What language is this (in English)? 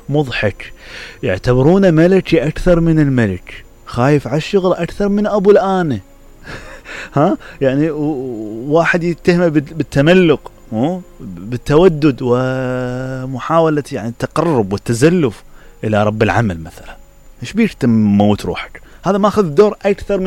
Mesopotamian Arabic